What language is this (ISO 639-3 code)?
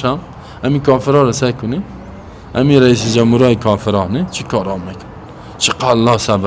fas